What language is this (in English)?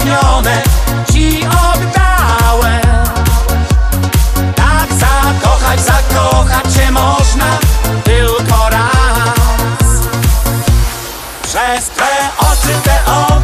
Polish